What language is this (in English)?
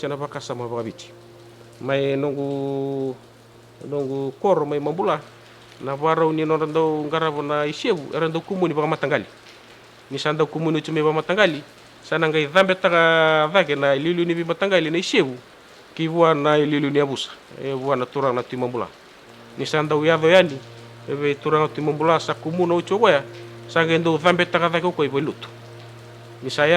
Fijian